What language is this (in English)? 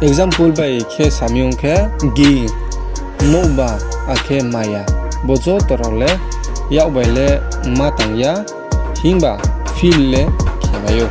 Riang (India)